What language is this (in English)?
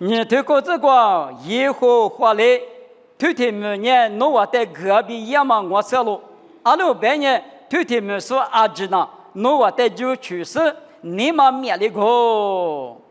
Lisu